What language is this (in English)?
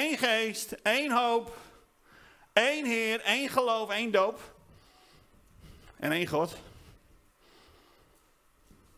Dutch